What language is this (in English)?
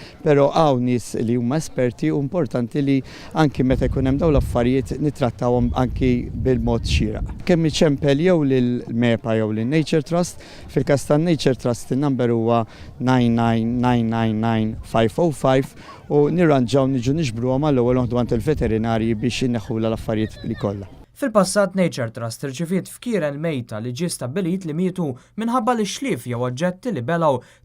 Maltese